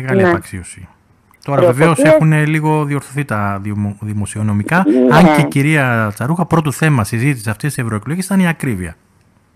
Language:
Greek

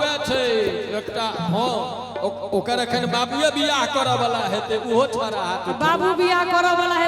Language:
Maithili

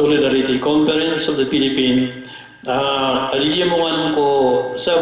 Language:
Maranao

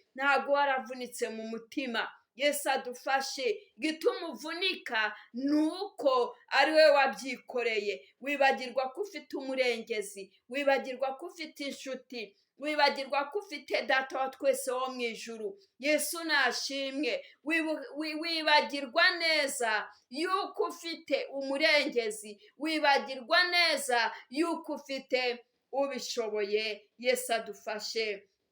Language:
Kinyarwanda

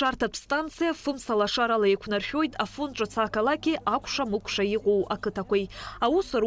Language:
Abkhazian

